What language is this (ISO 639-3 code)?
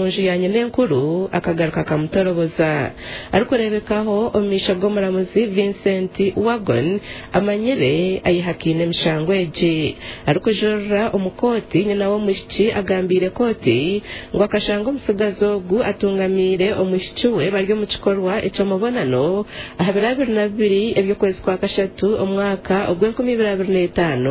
nyn